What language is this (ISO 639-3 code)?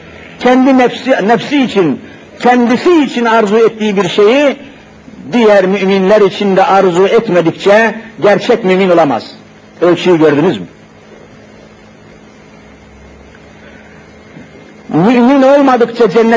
tur